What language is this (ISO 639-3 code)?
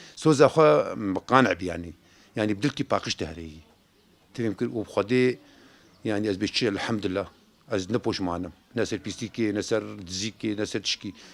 kur